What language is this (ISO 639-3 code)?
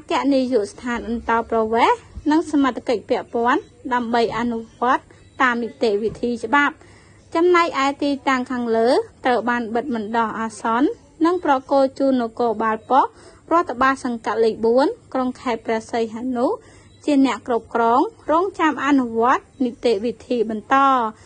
khm